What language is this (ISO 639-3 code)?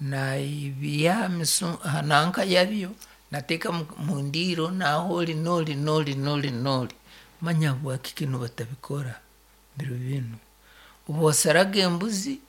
nyn